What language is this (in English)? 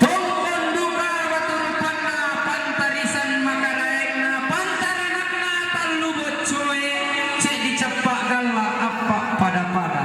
Toraja-Sa'dan